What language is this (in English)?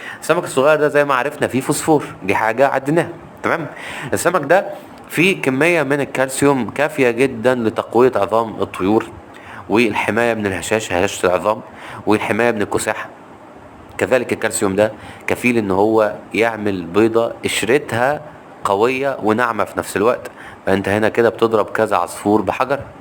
Egyptian Arabic